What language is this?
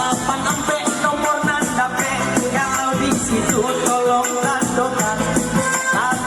Minangkabau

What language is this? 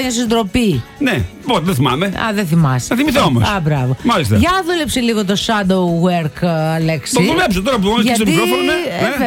Greek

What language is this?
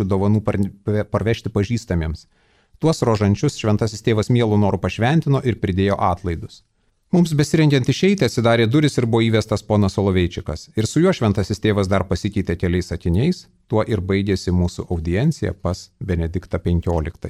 Lithuanian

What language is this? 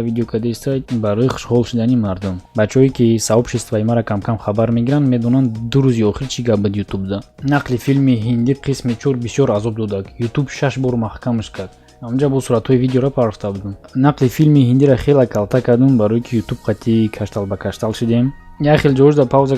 Tajik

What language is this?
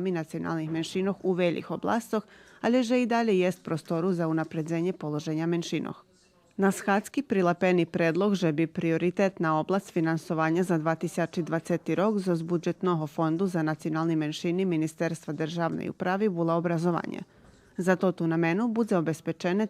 Rusyn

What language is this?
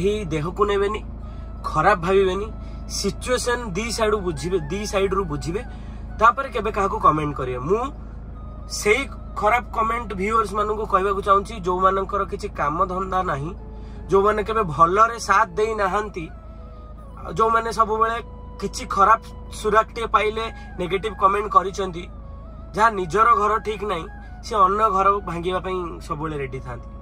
Odia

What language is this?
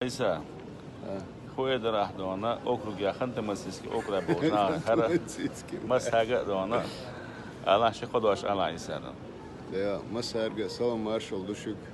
Chechen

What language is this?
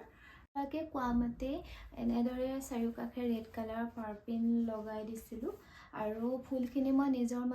Assamese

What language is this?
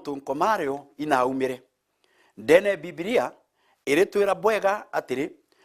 Meru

